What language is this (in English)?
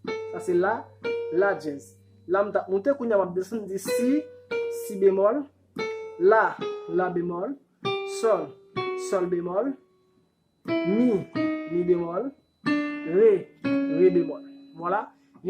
Haitian Creole